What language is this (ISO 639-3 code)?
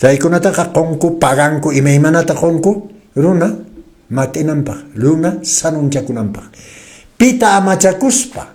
que